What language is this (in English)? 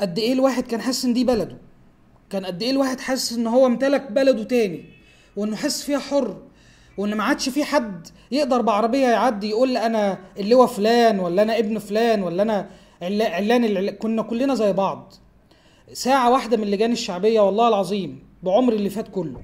Egyptian Arabic